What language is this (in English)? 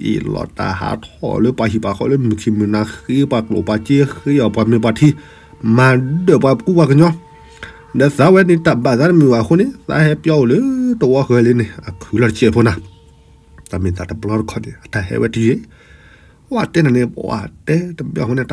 S'gaw Karen